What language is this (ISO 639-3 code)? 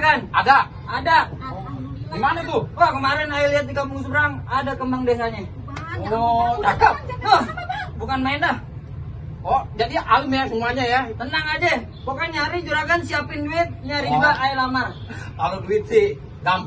bew